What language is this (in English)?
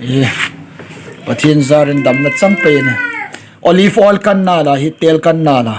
Hmar